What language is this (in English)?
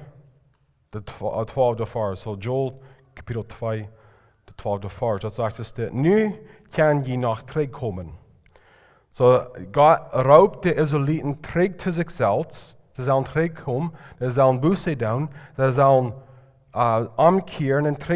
Plautdietsch